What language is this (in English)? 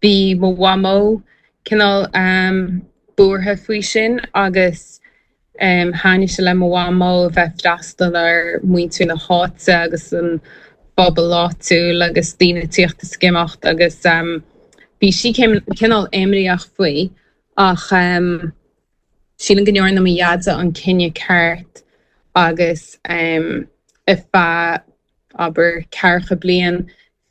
Irish